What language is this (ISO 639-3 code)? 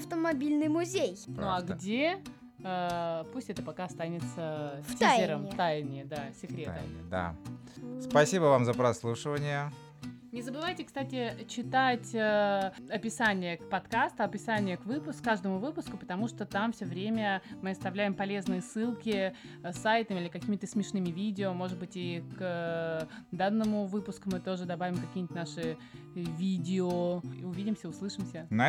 rus